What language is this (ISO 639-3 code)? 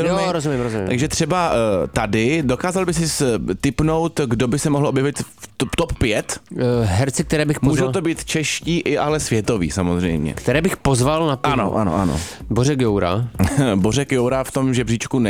ces